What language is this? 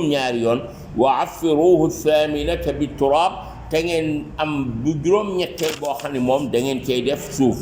Wolof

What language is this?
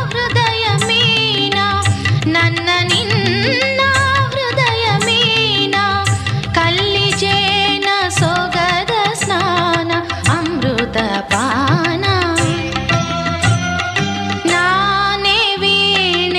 Kannada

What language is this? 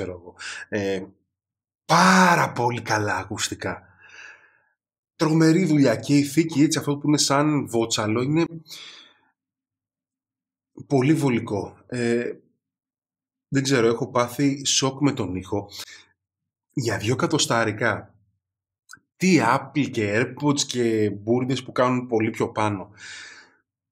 Greek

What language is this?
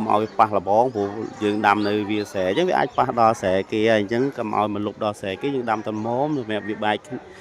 Khmer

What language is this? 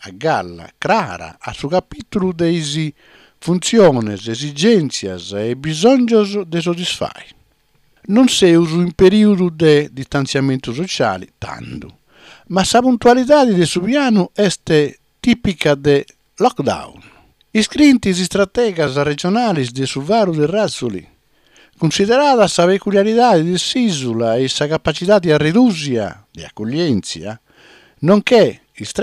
Sardinian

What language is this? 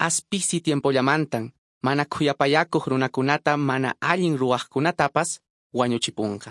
Quechua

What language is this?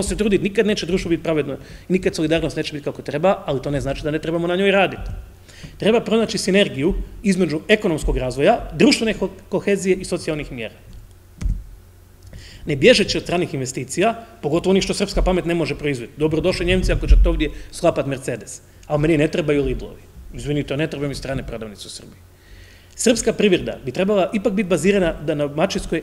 Croatian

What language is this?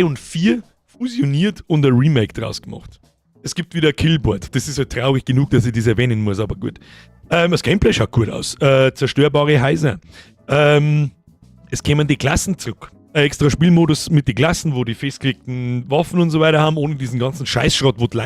Bavarian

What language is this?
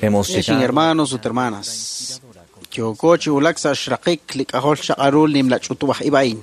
Kekchí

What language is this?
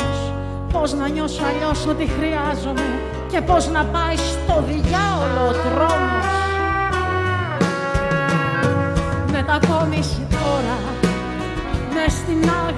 Greek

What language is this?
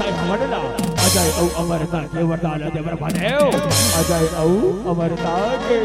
Chhattisgarhi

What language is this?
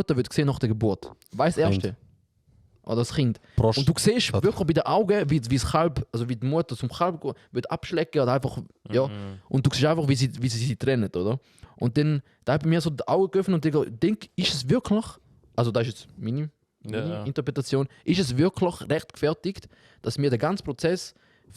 Swiss German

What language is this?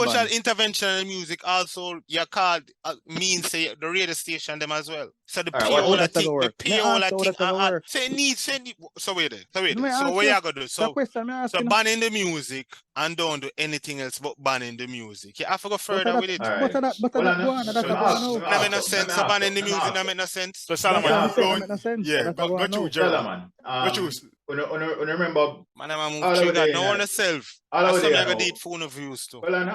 Jamaican Creole English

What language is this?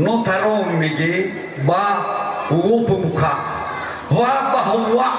Nias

